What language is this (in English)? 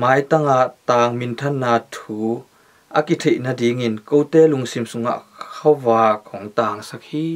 Tedim Chin